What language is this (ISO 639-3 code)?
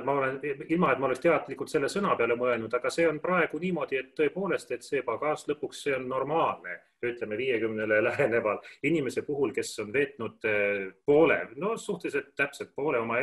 est